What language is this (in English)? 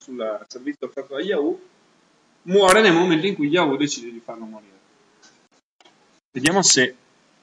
Italian